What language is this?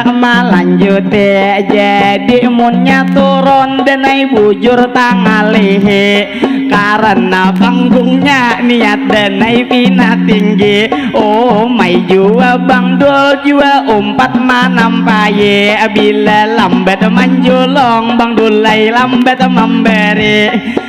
Banjar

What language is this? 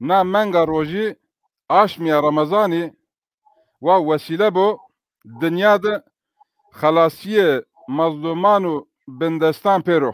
Zaza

